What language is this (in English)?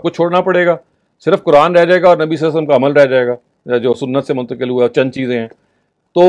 Urdu